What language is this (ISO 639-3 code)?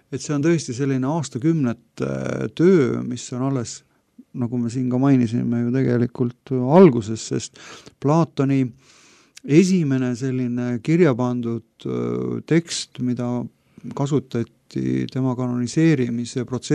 est